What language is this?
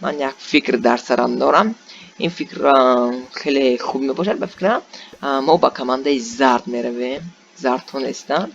Tajik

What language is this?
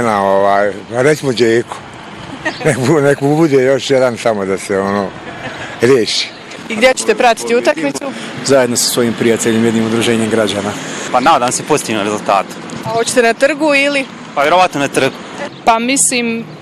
Bosnian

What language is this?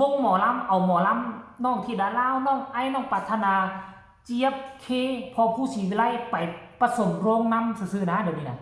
Northeastern Thai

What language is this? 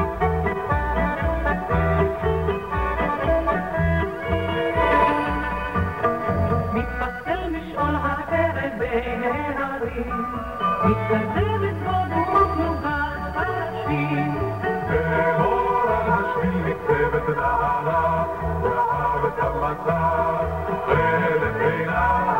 Hebrew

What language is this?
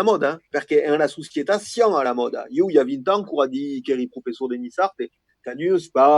Occitan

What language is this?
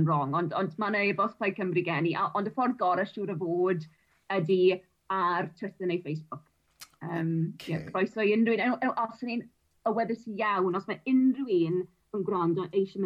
Welsh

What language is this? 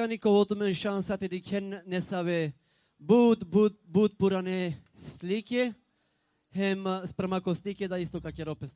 Balkan Romani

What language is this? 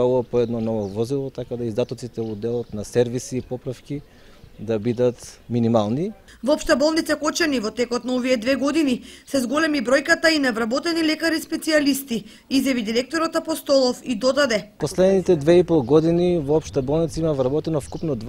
Macedonian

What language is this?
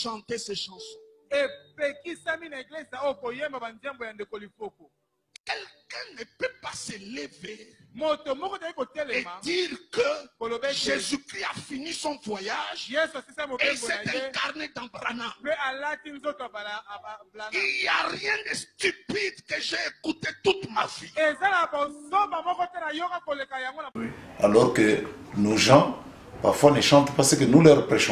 French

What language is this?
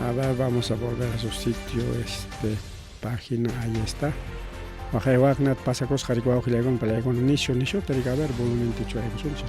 Ayacucho Quechua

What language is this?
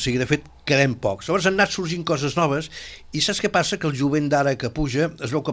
Catalan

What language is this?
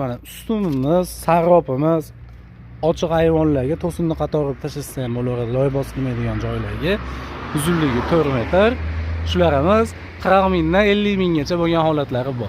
Uzbek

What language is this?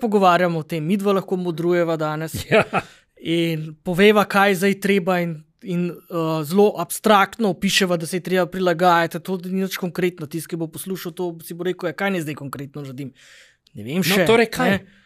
Slovenian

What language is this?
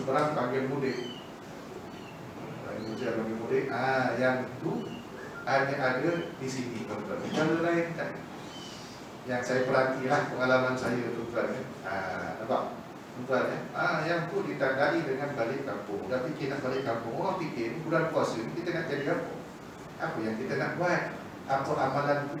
Malay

